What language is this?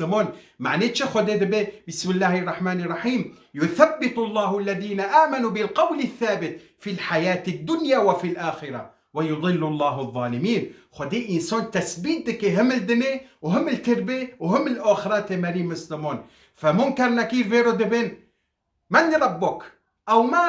Kurdish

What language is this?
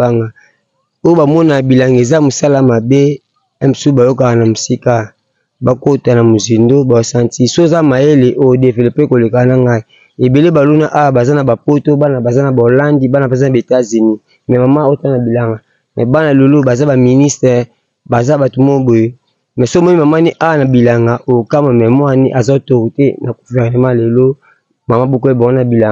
Lingala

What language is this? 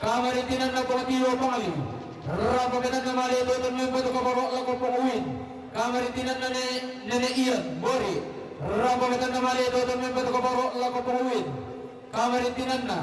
Toraja-Sa'dan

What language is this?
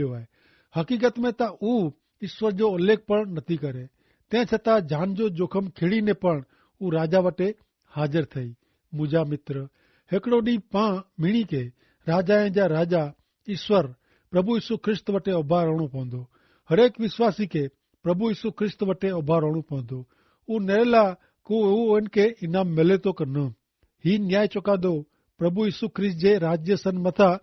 Kachhi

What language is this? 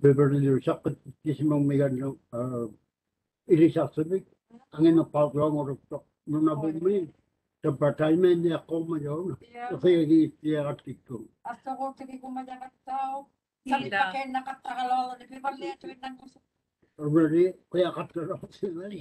Māori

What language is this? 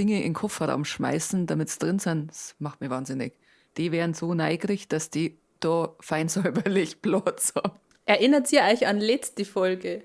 Bavarian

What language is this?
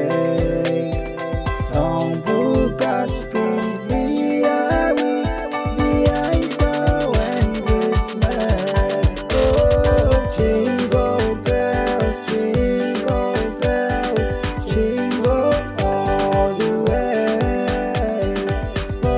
Pohnpeian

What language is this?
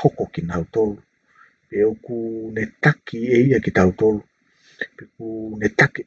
Tongan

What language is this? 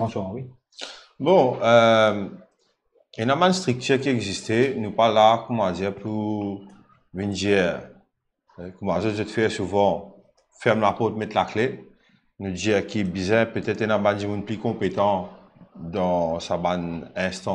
Morisyen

